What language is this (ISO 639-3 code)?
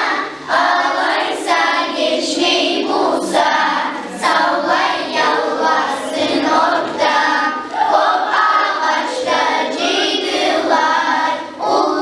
kum